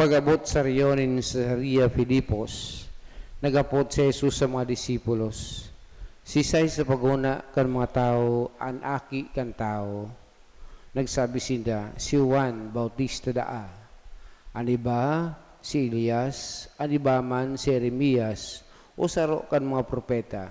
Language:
Bikol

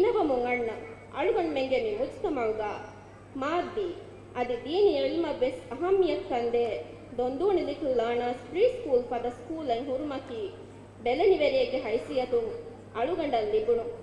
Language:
Divehi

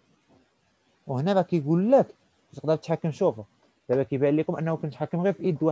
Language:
Moroccan Arabic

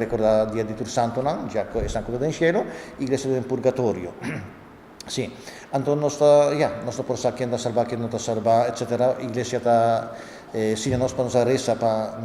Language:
Papiamento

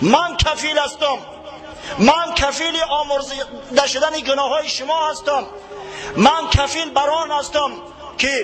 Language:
Tajik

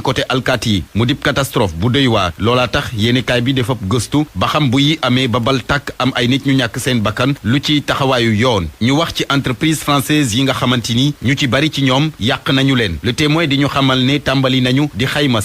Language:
Wolof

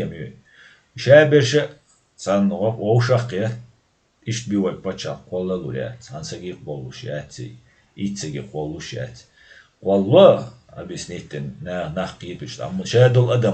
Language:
Chechen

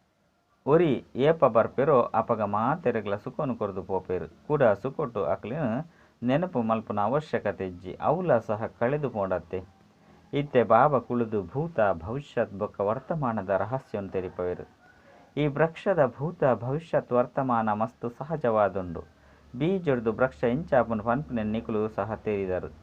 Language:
Tulu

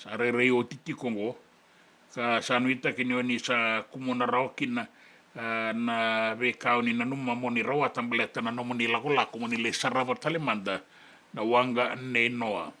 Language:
Fijian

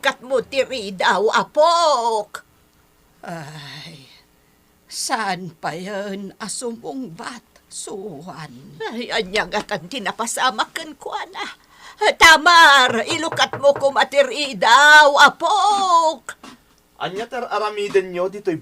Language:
Iloko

